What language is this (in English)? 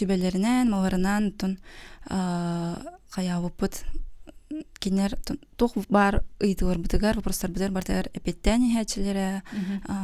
Yakut